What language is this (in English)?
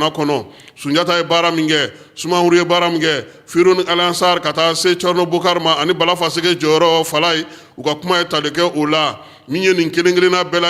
Bambara